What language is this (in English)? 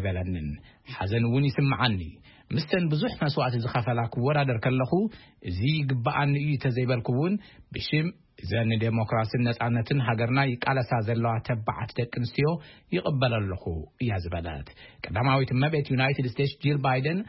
Tigrinya